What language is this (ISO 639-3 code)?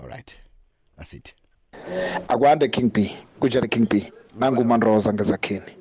nbl